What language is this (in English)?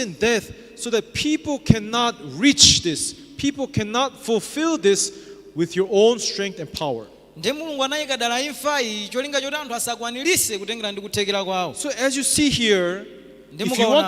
Nyanja